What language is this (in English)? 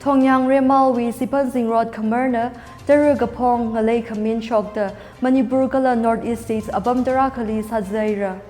Tangkhul Naga (India)